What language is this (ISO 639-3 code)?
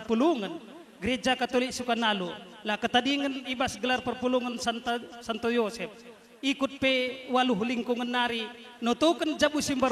btx